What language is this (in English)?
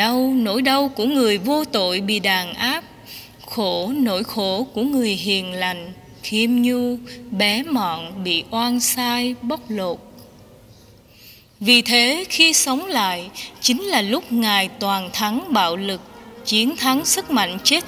Vietnamese